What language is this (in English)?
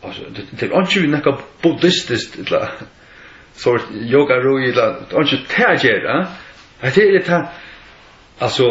Faroese